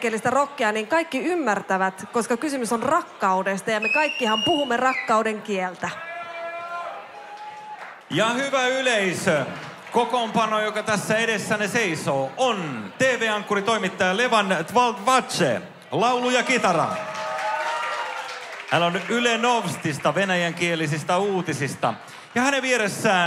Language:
Finnish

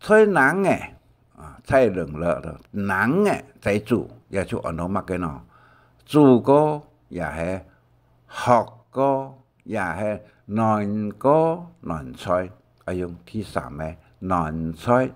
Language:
Hakka Chinese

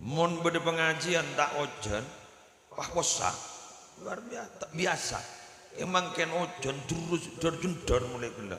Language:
Madurese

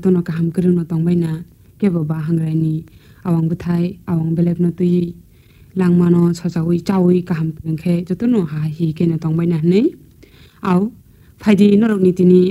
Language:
Kok Borok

